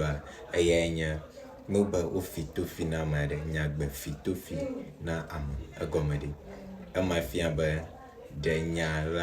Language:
Ewe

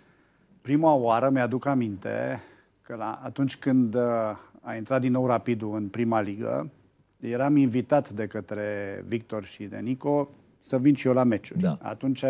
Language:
Romanian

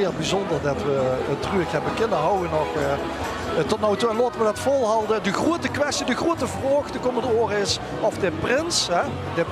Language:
Limburgish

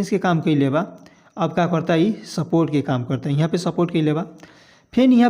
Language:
Bhojpuri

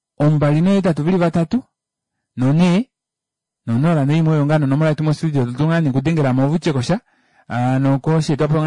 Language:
Kuanyama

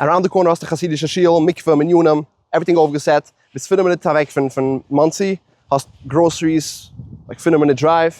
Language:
Yiddish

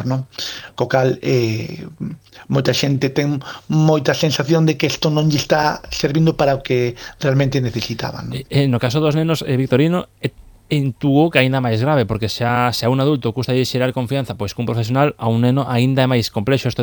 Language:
Galician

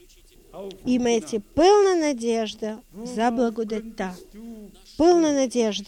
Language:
Bulgarian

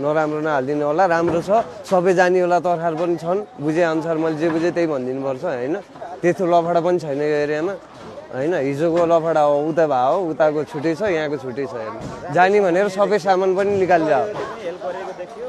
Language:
Nepali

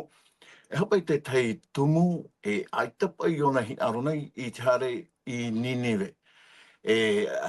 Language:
Tahitian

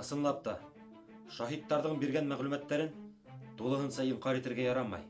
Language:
Bashkir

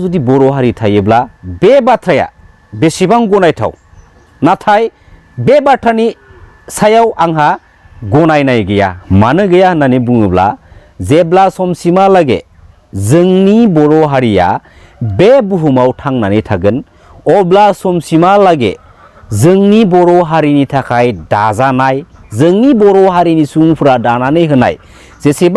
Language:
Bodo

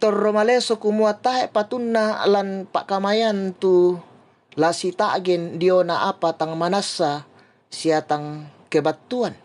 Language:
Toraja-Sa'dan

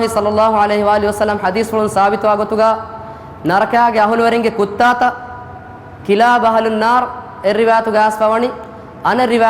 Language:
Divehi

